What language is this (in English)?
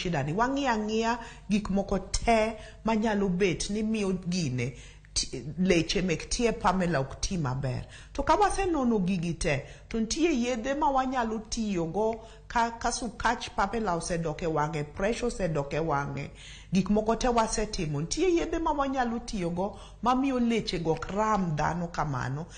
Luo (Kenya and Tanzania)